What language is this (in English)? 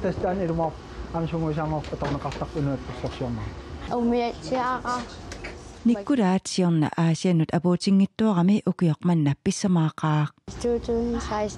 Kalaallisut